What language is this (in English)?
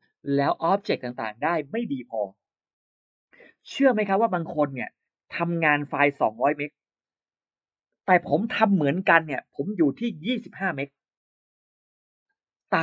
Thai